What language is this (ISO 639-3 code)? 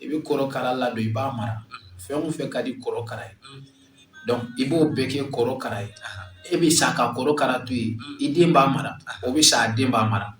bam